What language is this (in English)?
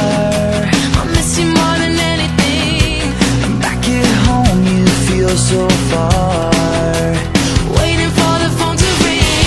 English